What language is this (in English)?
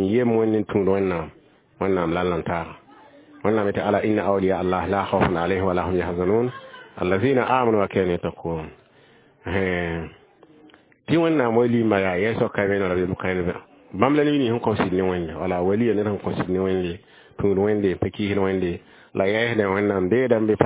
Mossi